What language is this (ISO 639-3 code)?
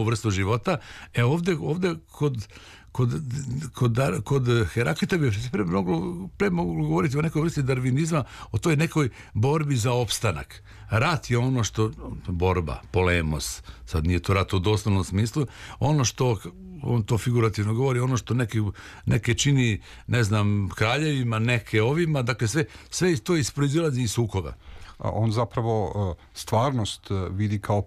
srp